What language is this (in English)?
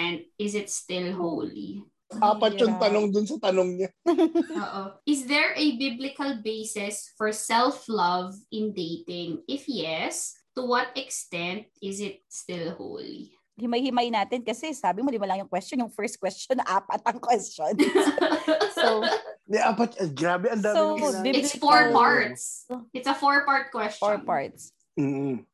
Filipino